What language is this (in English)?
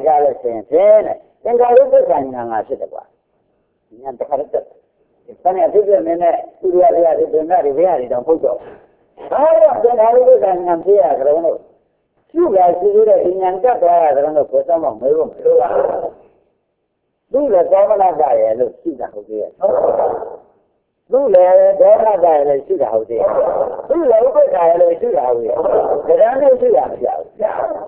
Burmese